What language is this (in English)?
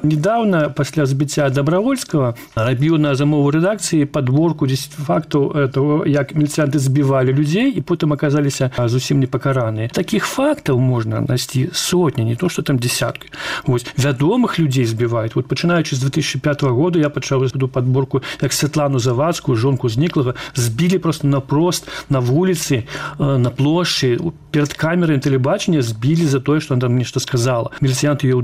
Belarusian